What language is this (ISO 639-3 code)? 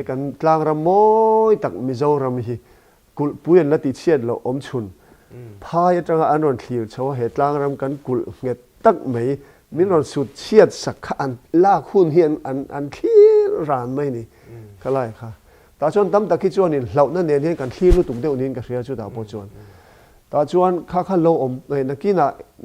lus